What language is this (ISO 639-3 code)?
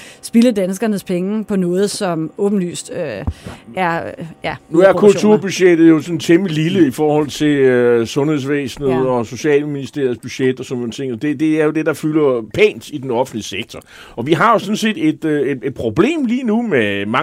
dan